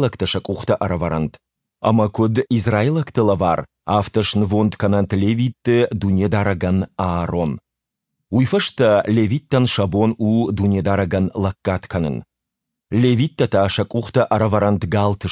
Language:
Ossetic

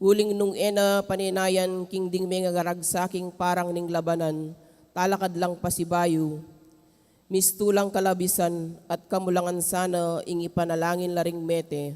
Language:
Pampanga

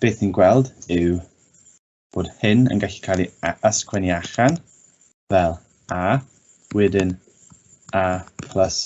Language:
Welsh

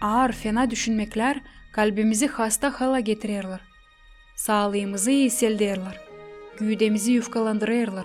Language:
Gagauz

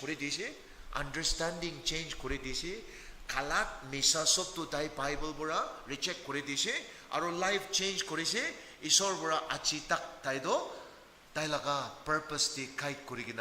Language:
Naga Pidgin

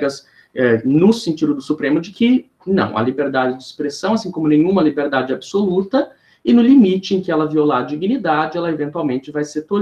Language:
Portuguese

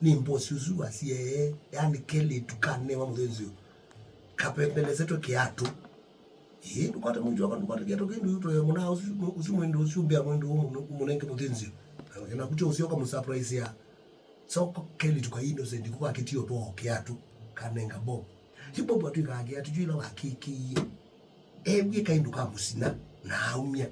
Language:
Kamba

